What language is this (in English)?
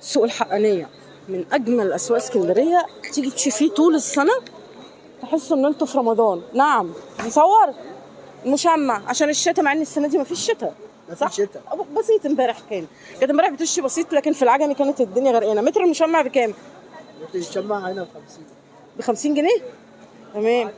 Egyptian Arabic